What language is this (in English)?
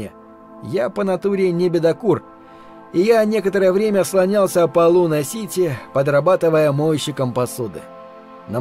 Russian